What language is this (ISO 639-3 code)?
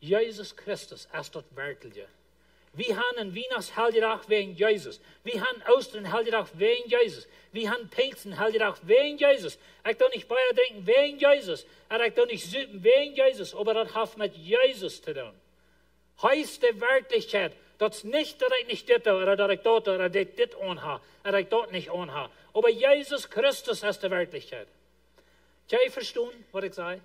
pdt